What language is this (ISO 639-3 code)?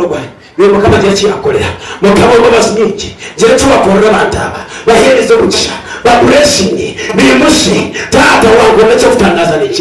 nyn